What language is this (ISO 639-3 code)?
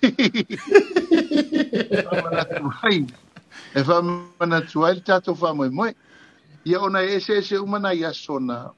smo